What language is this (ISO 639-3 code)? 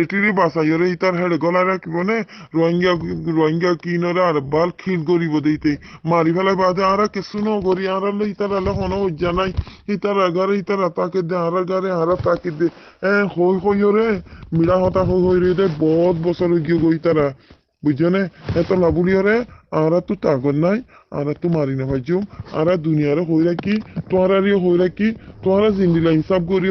rhg